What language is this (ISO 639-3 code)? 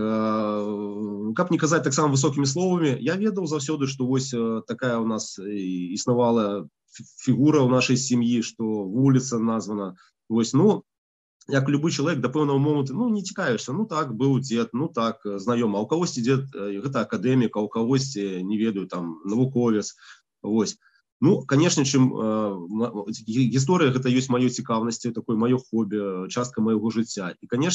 bel